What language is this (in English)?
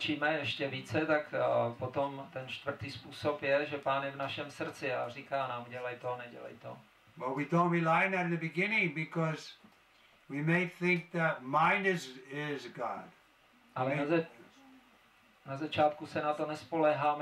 Czech